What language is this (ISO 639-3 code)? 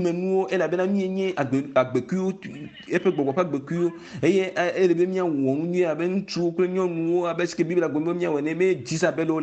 ewe